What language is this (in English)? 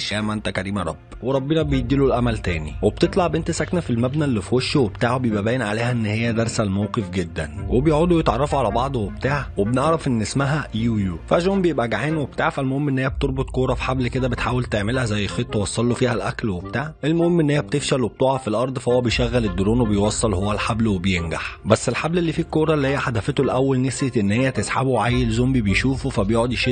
Egyptian Arabic